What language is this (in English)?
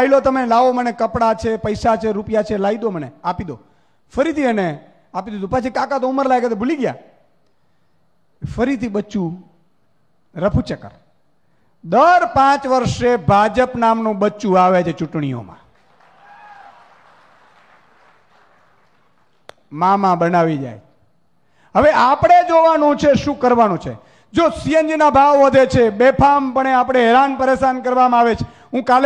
Gujarati